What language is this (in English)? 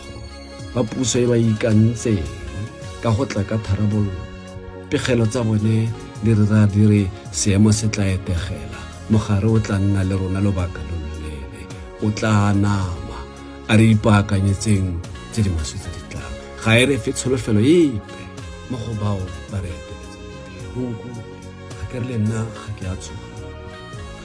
Tswana